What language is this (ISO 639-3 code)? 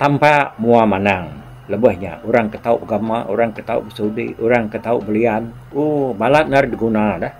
iba